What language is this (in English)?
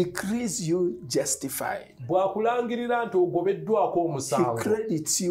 Shona